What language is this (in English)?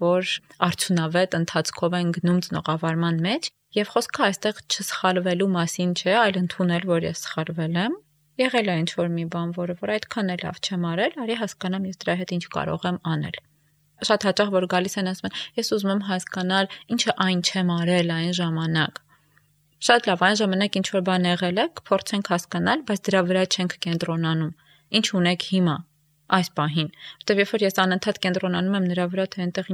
Armenian